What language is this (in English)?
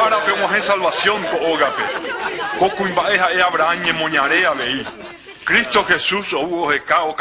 Guarani